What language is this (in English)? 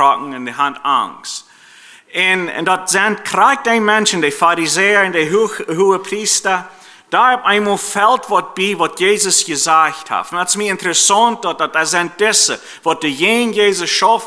Plautdietsch